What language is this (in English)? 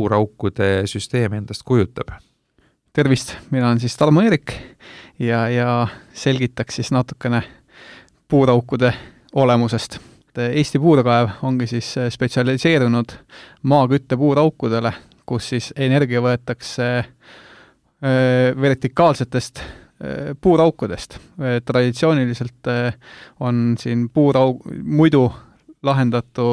Estonian